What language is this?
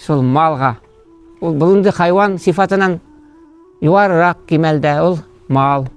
Bashkir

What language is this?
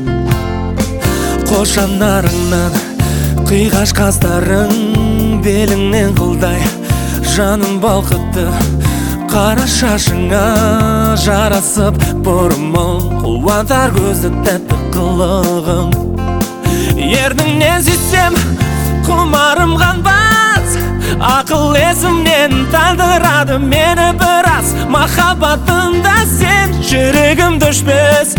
Kazakh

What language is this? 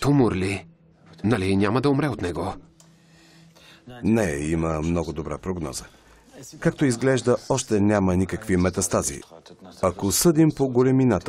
Bulgarian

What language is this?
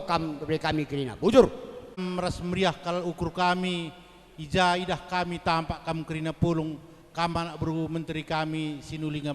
Batak Karo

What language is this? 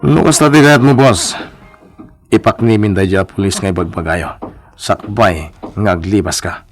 Iloko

